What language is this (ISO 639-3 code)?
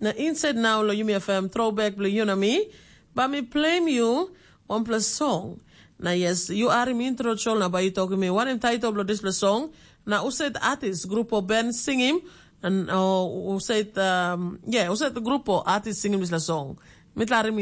tpi